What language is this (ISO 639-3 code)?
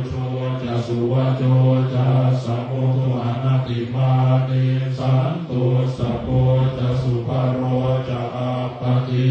pli